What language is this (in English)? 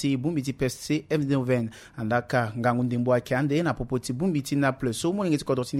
Sango